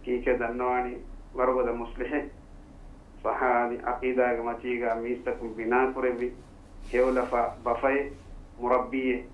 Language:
Divehi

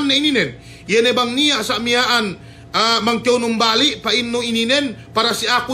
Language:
Yakan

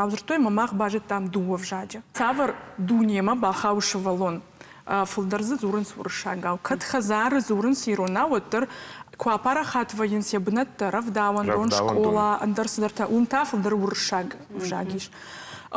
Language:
Ossetic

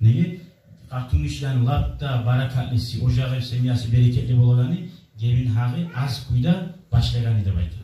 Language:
Kumyk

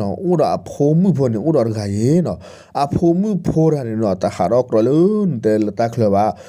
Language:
S'gaw Karen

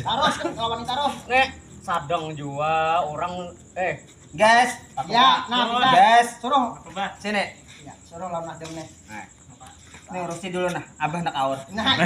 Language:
Banjar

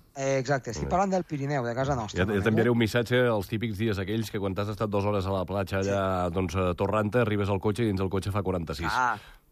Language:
Catalan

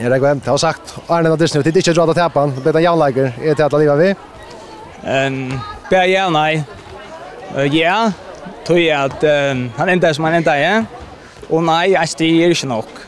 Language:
Faroese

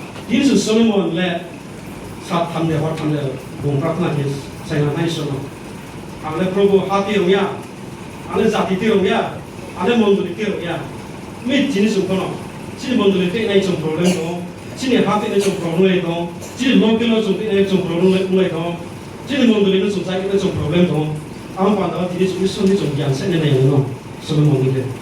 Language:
Riang (India)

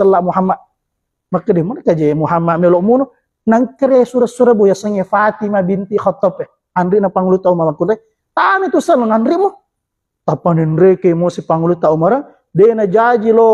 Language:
Buginese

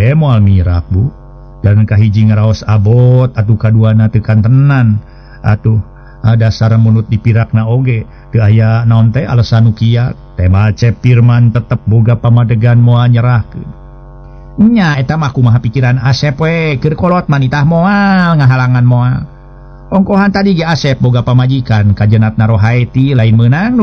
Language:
Sundanese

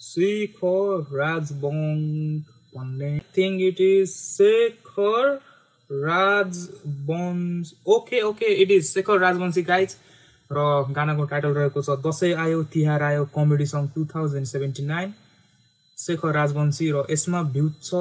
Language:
Nepali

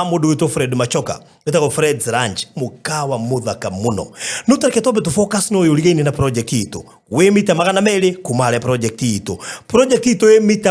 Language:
Kikuyu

